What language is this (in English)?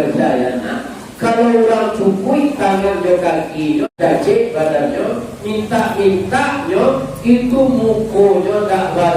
Minangkabau